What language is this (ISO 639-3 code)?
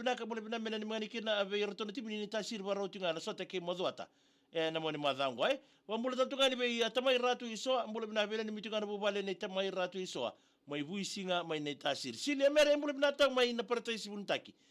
fij